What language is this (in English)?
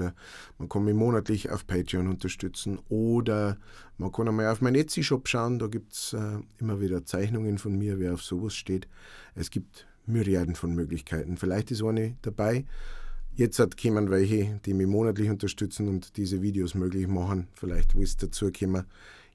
Bavarian